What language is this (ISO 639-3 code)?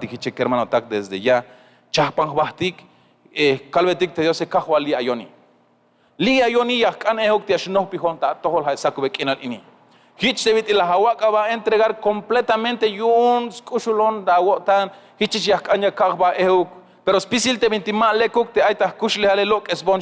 tzh